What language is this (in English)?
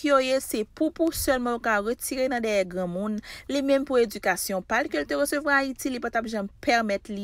Haitian Creole